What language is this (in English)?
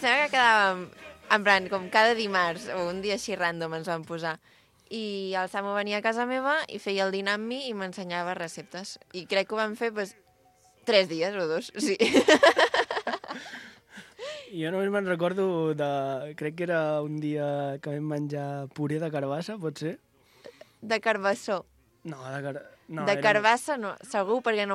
Catalan